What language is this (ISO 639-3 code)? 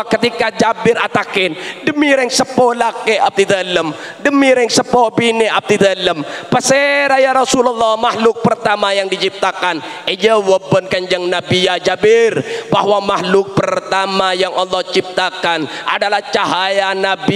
mad